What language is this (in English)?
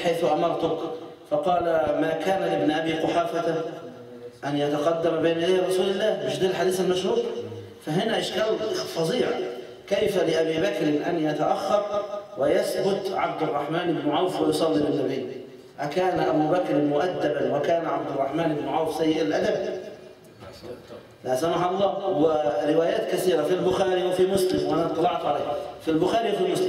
Arabic